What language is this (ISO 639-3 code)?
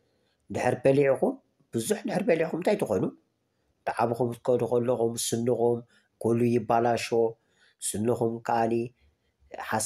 tir